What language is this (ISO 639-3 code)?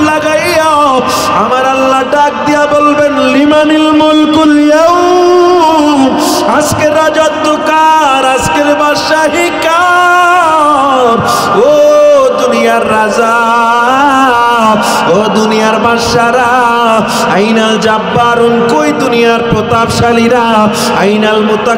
ben